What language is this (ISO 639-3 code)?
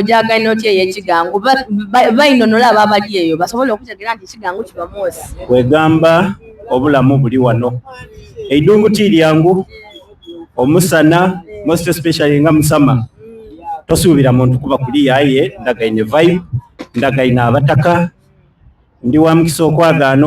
xog